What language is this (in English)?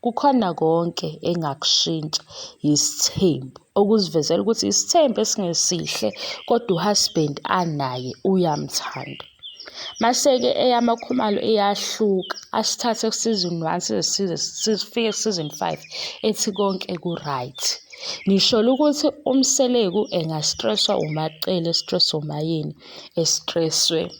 Zulu